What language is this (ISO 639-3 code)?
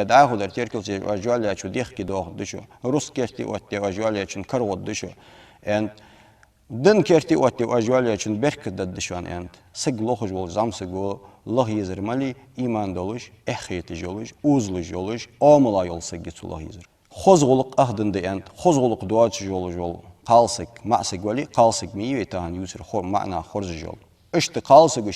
inh